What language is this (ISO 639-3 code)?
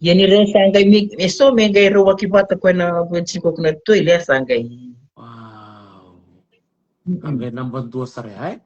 fij